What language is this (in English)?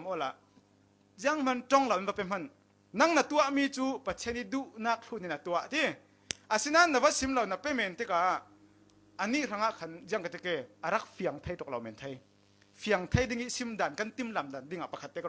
Falam Chin